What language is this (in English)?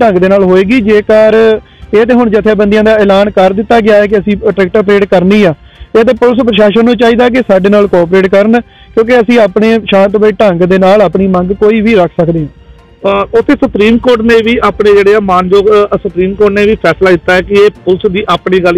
Punjabi